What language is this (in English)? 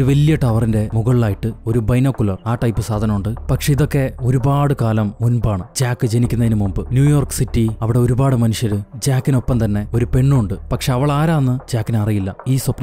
Malayalam